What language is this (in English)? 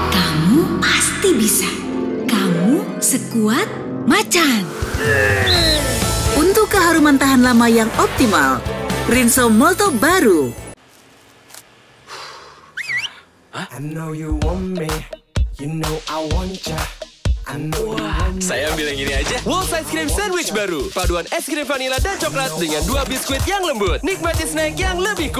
Indonesian